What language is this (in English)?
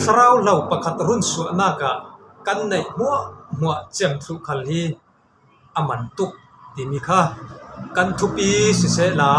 Falam Chin